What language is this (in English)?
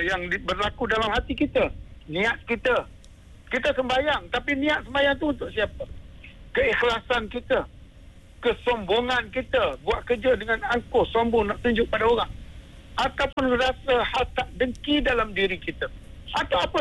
Malay